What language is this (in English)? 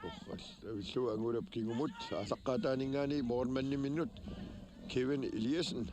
Kalaallisut